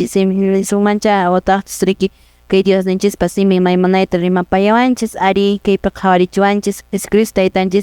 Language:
Quechua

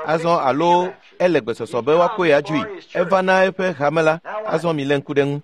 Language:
Ewe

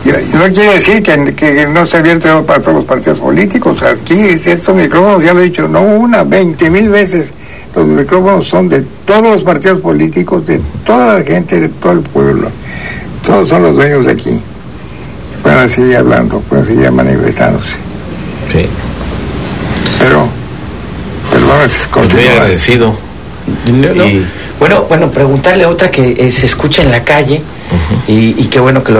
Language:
Spanish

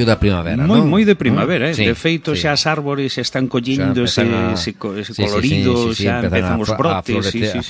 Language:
Galician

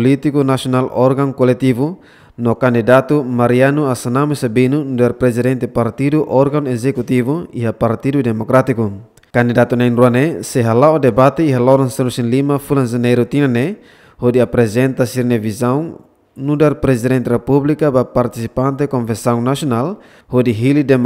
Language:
Tetum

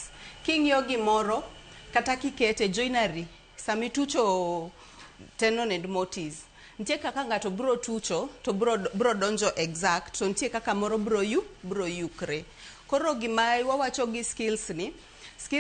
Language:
Luo (Kenya and Tanzania)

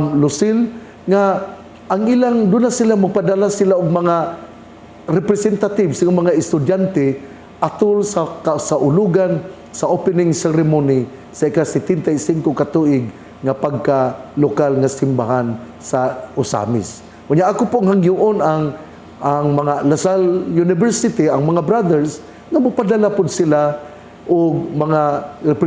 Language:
Cebuano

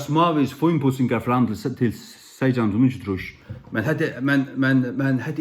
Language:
Faroese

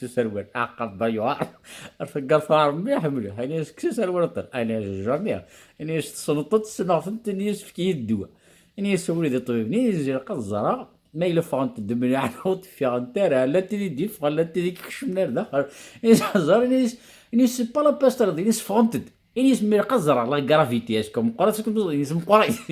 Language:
Kabyle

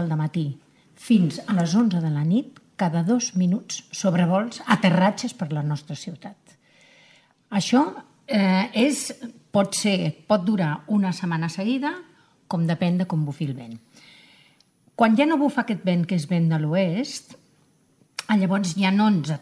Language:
Catalan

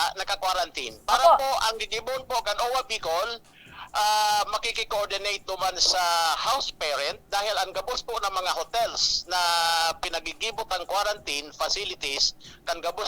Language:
Bikol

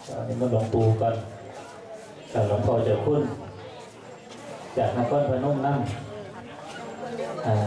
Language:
Thai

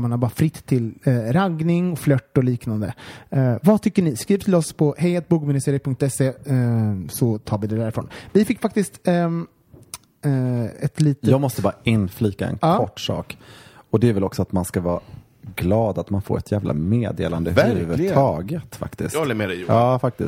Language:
Swedish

